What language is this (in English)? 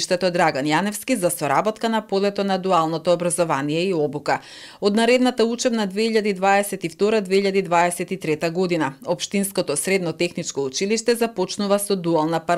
Macedonian